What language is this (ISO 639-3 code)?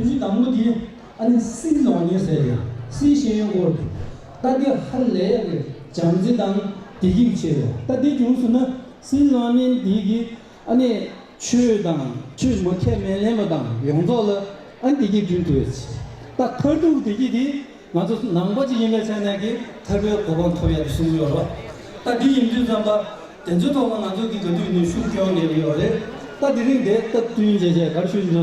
bod